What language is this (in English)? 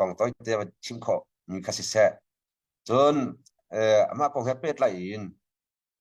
Hakha Chin